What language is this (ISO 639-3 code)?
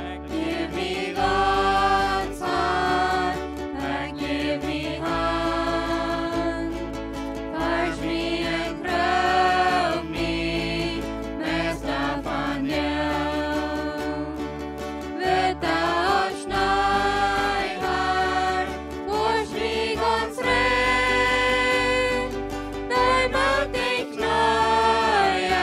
pdt